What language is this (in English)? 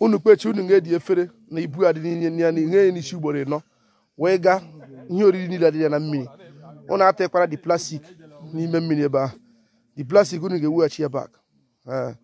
Igbo